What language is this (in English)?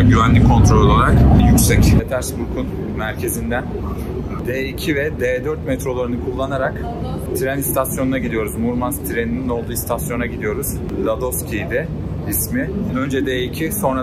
Turkish